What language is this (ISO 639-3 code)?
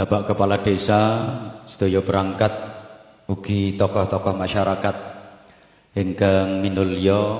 jav